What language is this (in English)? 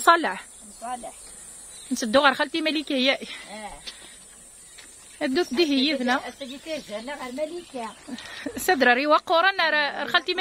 Kabyle